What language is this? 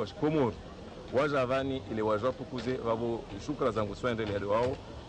Ngazidja Comorian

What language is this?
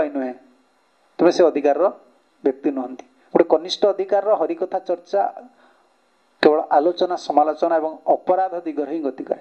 Odia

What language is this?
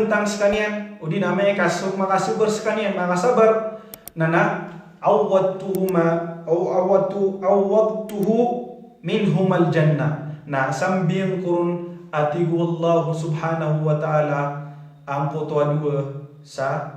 Maranao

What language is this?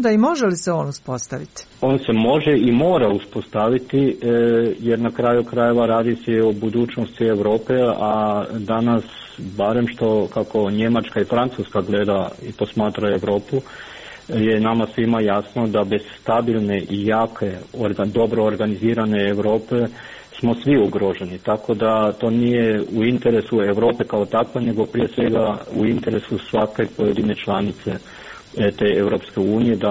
Croatian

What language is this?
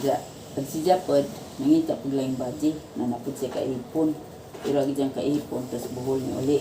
Cebuano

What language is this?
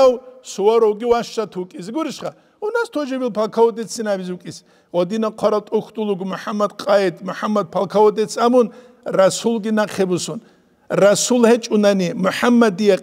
Avaric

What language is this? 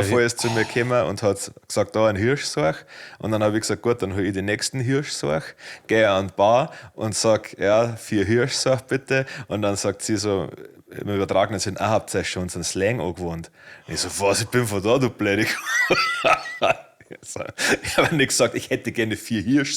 Bavarian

